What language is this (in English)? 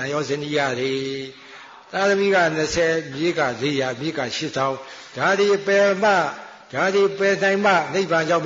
Burmese